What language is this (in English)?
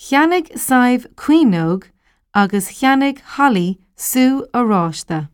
Irish